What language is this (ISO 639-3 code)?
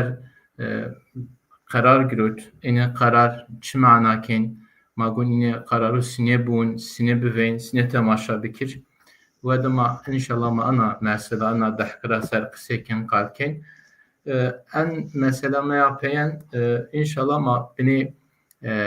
zza